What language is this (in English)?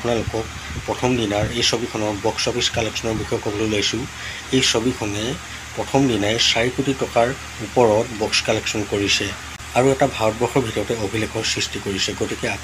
Assamese